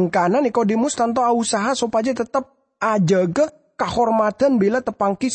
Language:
Madurese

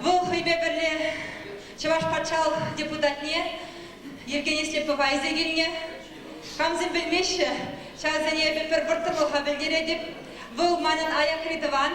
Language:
Chuvash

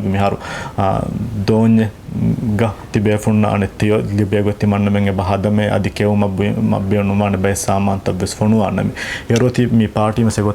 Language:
Divehi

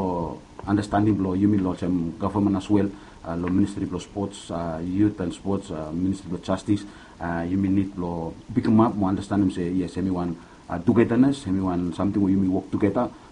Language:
Bislama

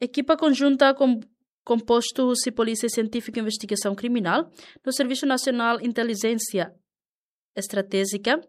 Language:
Tetum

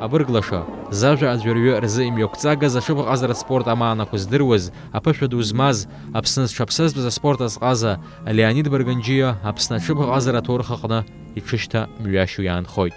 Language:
Abkhazian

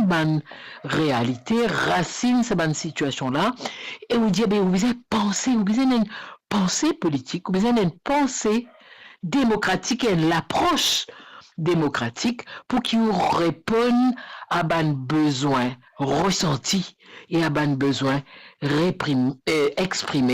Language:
Morisyen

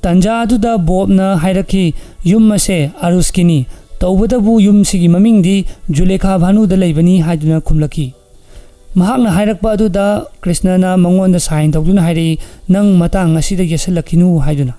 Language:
Manipuri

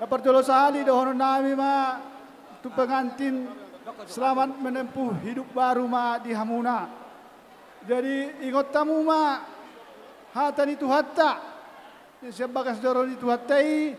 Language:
Batak Toba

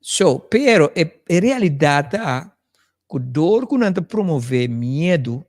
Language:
Papiamento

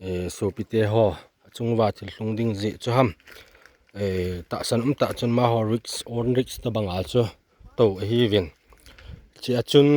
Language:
Thado Chin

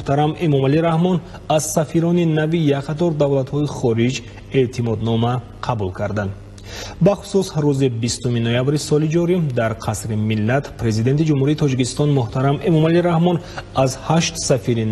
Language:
Tajik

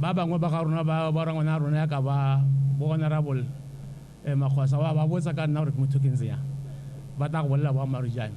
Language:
Tswana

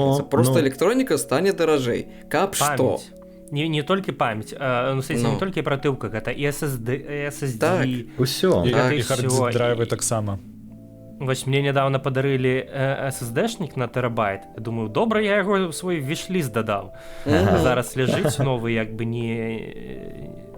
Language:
Belarusian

